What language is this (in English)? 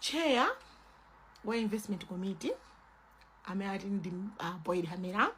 Nyanja